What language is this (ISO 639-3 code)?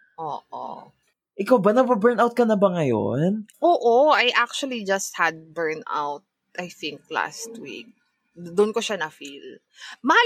fil